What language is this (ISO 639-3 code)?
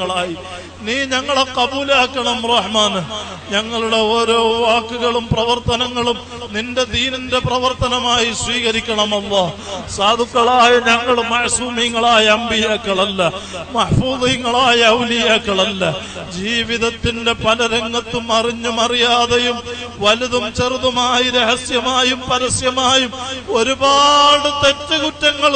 mal